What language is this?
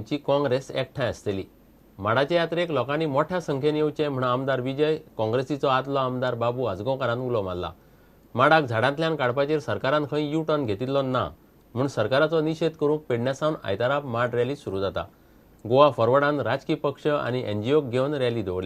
Konkani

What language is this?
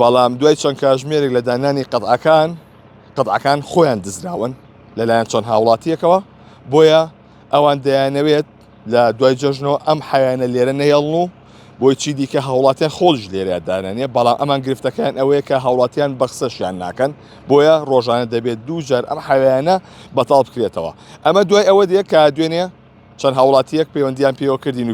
Central Kurdish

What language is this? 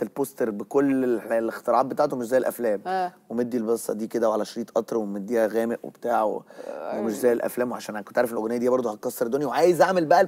Egyptian Arabic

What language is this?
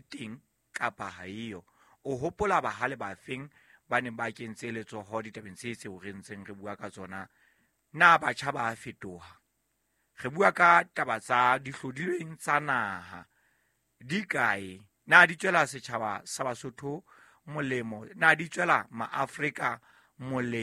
Southern Sotho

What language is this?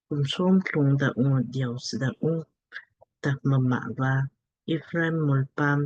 Lamkang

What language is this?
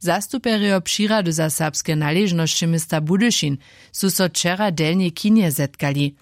Upper Sorbian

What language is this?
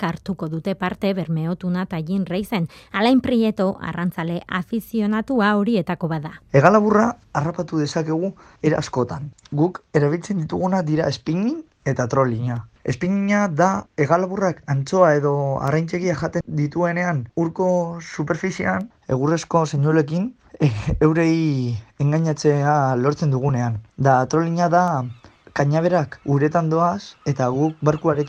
Basque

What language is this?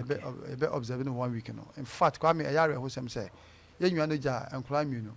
Akan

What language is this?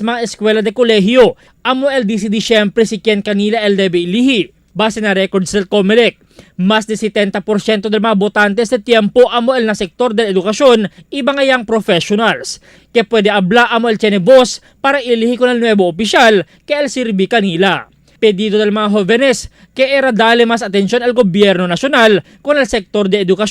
Chavacano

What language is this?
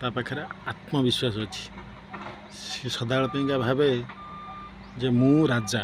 Odia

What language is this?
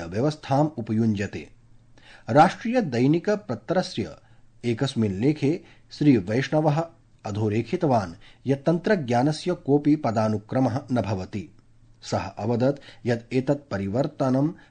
Sanskrit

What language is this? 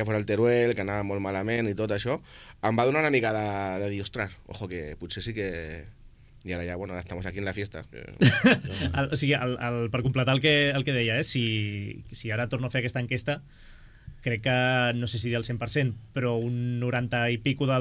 Catalan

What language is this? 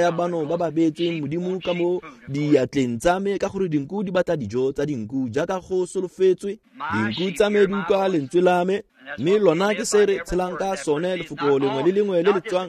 Tswana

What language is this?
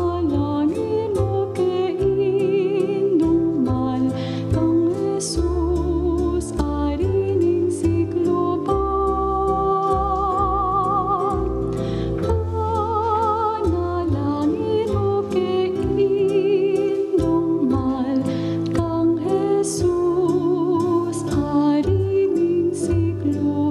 Pampanga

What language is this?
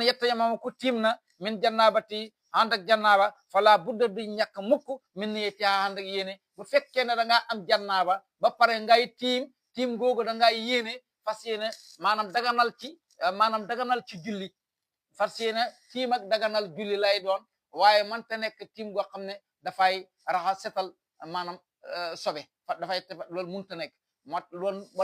Wolof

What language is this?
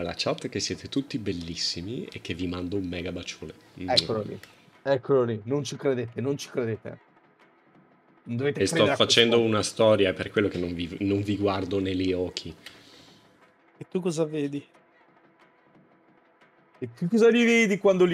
Italian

